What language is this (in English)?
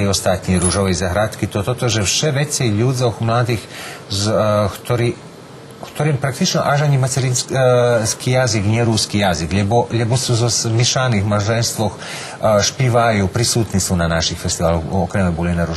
Rusyn